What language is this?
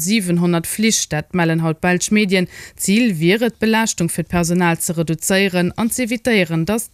Luxembourgish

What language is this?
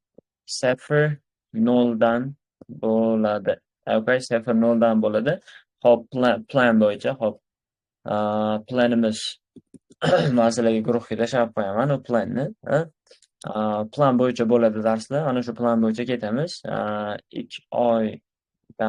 Uzbek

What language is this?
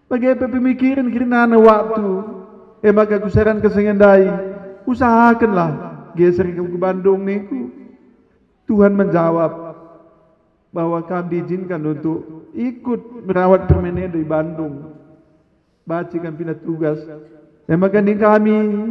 Batak Karo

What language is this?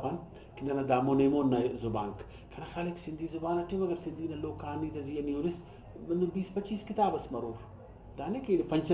Brahui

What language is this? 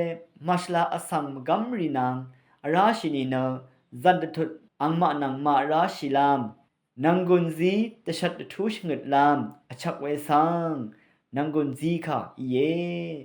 Rawang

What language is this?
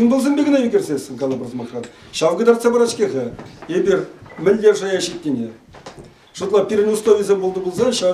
Chuvash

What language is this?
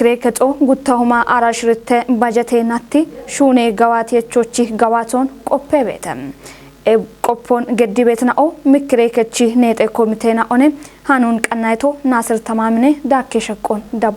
Kafa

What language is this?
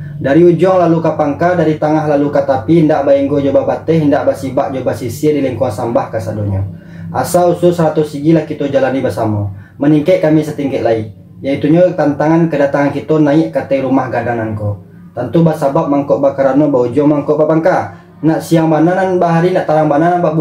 Minangkabau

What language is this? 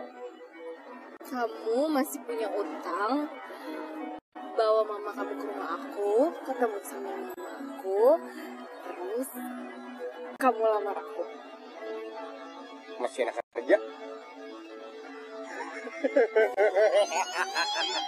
Indonesian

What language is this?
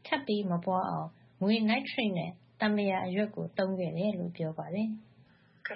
Burmese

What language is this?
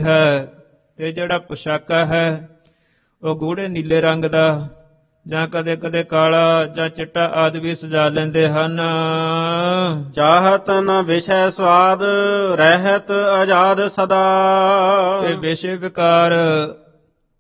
Punjabi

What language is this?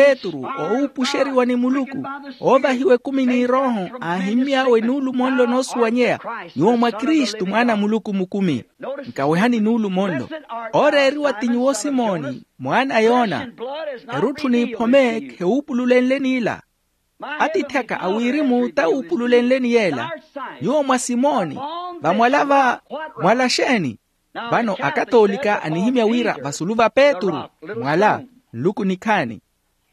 Makhuwa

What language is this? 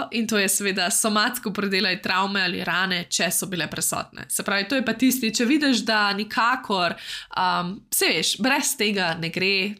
Slovenian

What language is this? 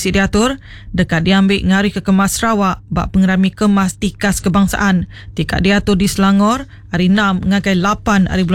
Iban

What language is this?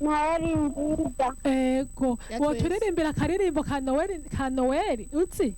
Rundi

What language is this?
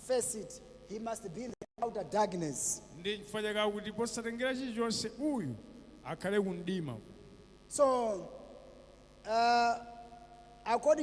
Nyanja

